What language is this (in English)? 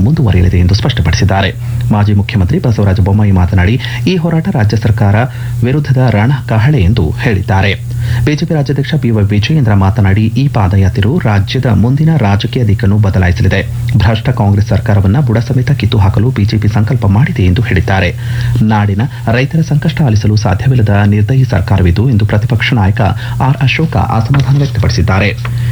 Kannada